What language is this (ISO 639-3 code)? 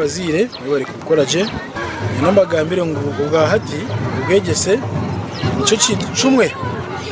nyn